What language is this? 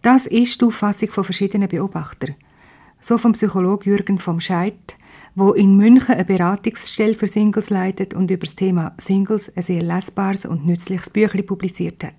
Swiss German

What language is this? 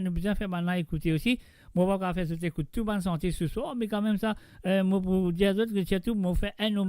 Morisyen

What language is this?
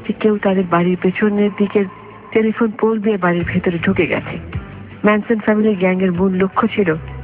Bangla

